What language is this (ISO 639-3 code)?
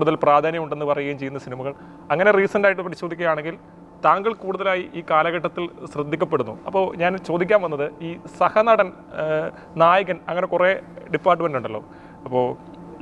mal